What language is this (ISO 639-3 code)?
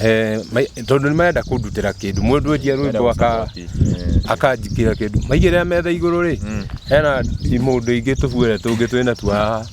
kik